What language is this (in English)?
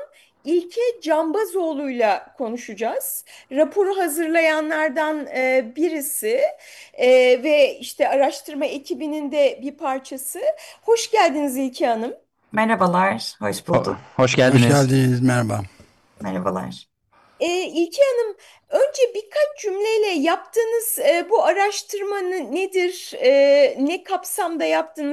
Turkish